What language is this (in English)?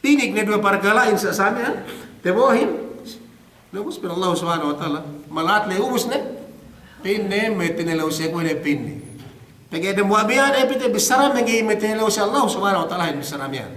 Yakan